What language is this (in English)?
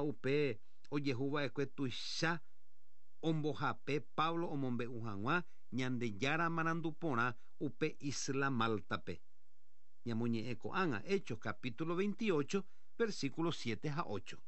Guarani